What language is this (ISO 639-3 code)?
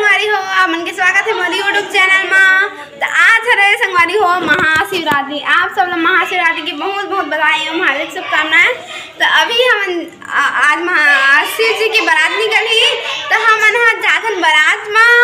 hne